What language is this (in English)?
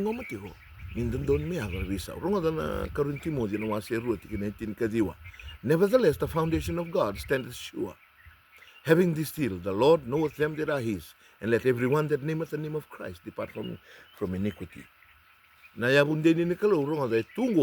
Fijian